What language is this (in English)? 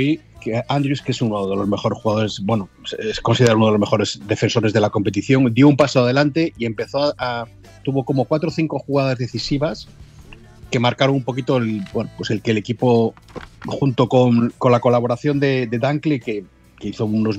Spanish